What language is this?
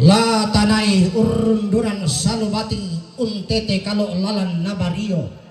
Toraja-Sa'dan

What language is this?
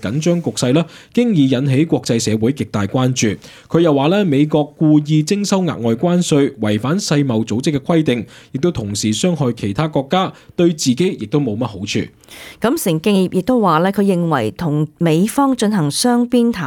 Cantonese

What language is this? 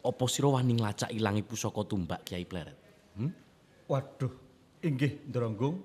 Javanese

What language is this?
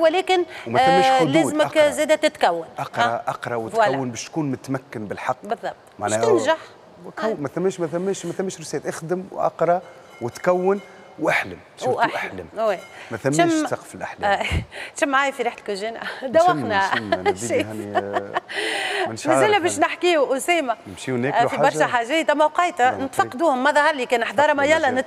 Tunisian Arabic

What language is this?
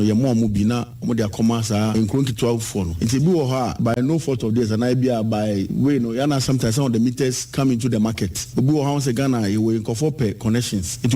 Akan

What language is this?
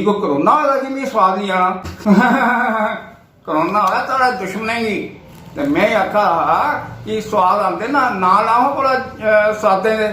Dogri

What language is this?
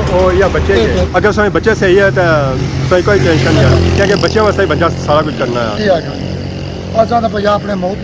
Pahari-Potwari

